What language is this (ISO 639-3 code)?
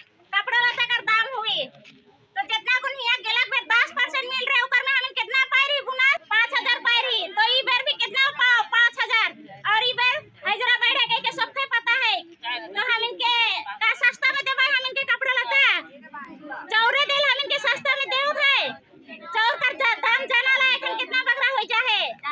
sck